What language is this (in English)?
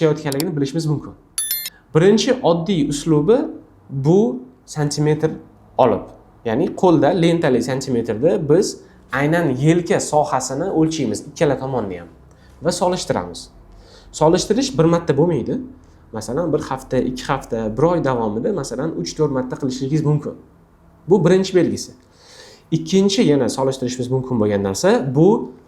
Uzbek